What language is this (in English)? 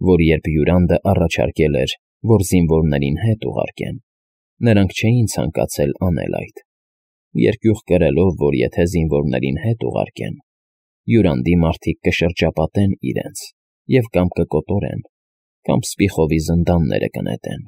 Armenian